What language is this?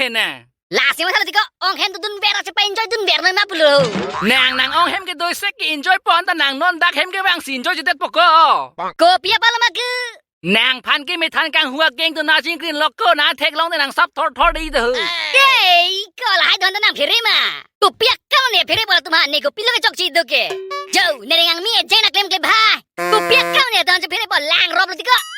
Karbi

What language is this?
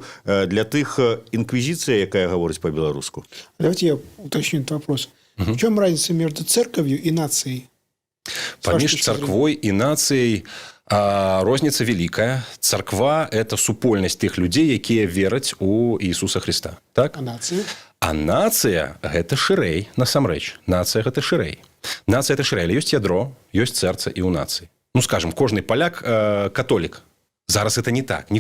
Belarusian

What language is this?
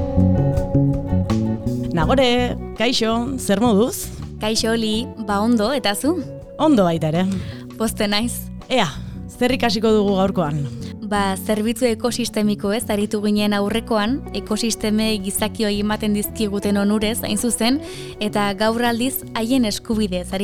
Basque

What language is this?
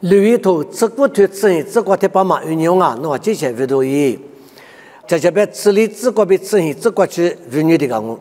Lisu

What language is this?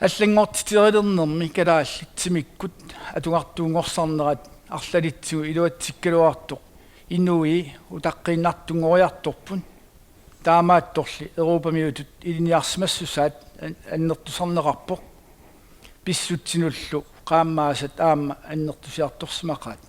Kalaallisut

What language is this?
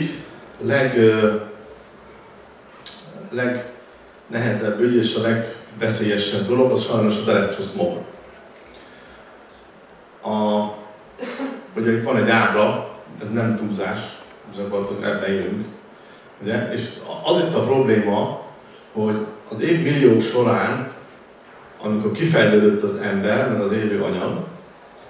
Hungarian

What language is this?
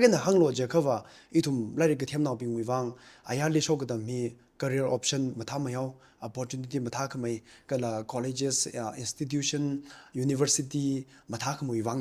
Tangkhul Naga (India)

